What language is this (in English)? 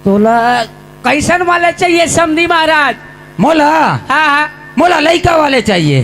Chhattisgarhi